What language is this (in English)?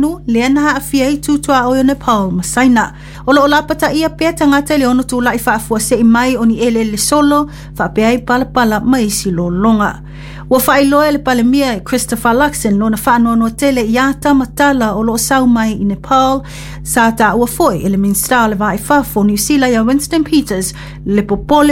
Samoan